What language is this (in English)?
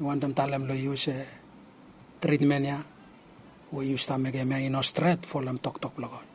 Bislama